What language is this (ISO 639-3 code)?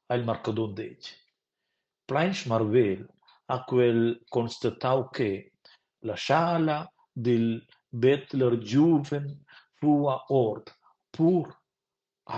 roh